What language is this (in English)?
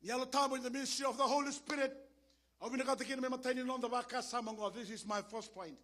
Fijian